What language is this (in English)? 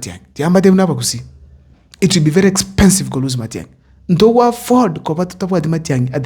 Gusii